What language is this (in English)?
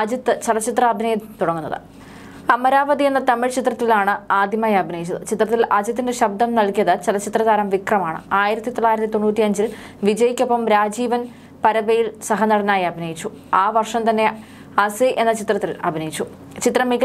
Malayalam